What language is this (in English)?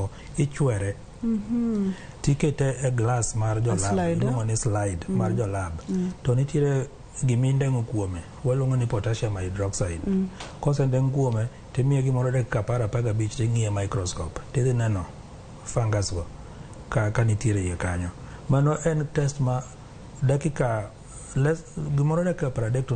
Luo (Kenya and Tanzania)